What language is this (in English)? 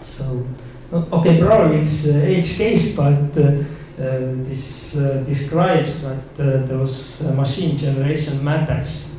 English